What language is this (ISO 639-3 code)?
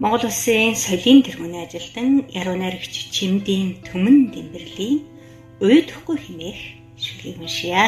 mon